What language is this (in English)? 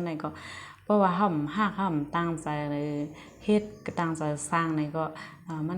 Shan